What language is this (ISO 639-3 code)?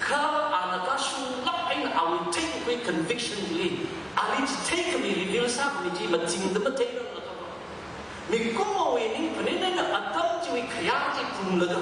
nmf